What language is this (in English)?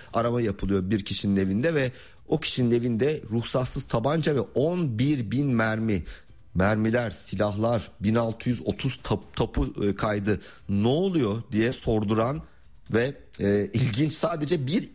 Turkish